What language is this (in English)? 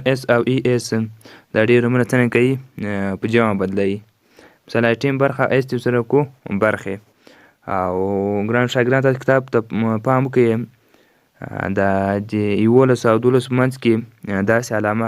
Pashto